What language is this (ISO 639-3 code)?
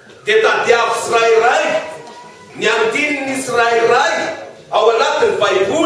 mlg